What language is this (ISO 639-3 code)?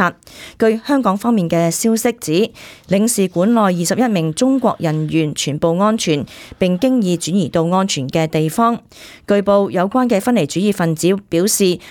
yue